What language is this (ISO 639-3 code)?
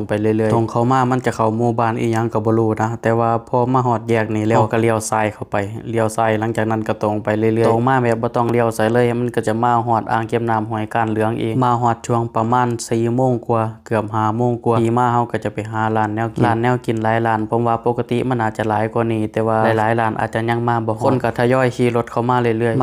lao